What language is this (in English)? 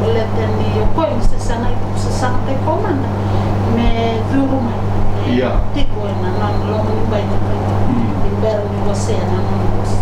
Fijian